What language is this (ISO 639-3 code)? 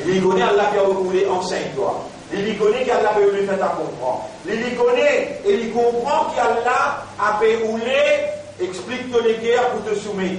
mfe